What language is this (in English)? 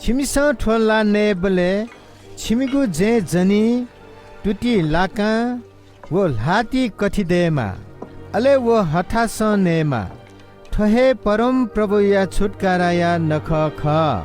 Newari